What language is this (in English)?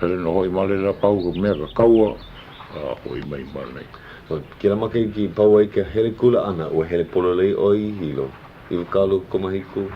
Hawaiian